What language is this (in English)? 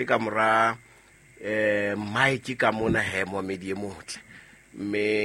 Southern Sotho